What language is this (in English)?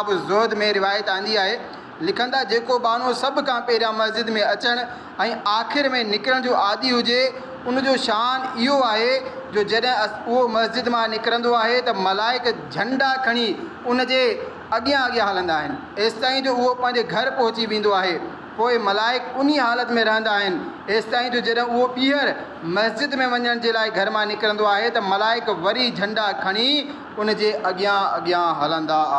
Sindhi